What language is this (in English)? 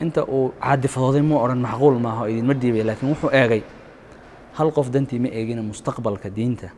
Somali